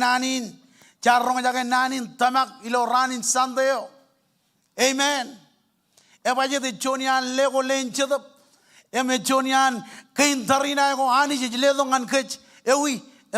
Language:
Marshallese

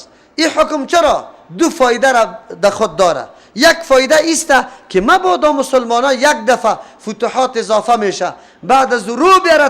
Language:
Persian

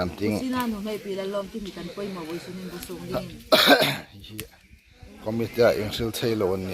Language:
Hmar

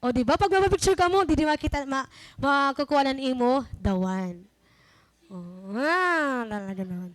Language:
Waray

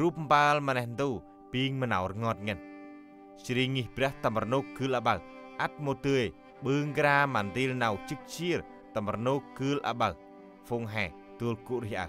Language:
Central Mnong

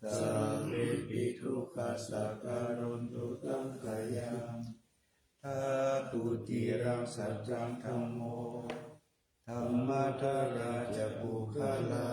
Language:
Pali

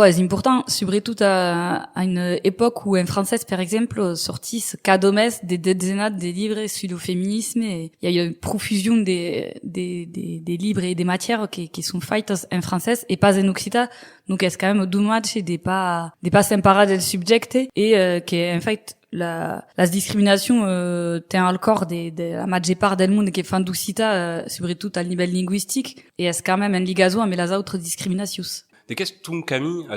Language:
Occitan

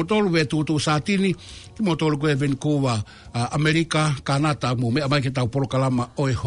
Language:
Tongan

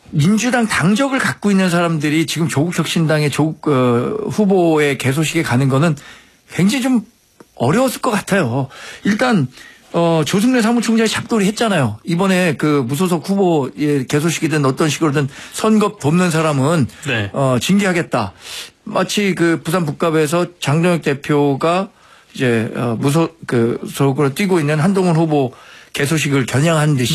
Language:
Korean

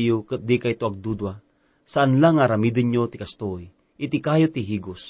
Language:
Iloko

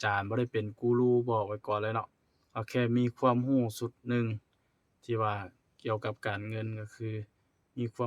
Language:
Lao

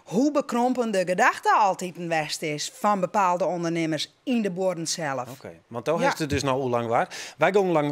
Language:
Western Frisian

